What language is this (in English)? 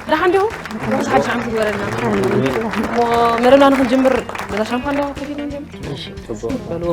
Tigrinya